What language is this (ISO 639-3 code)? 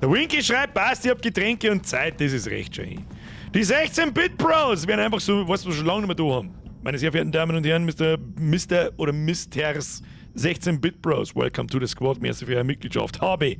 bar